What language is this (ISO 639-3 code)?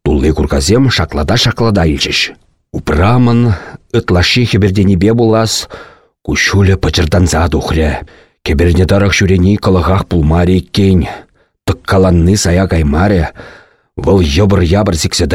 chv